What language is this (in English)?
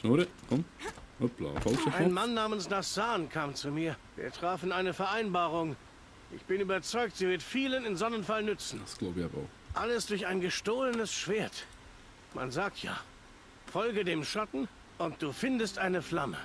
Swiss German